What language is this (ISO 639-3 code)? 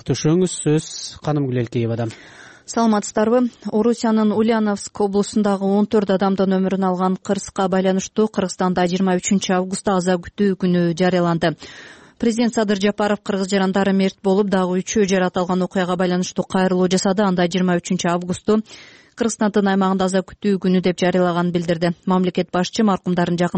kir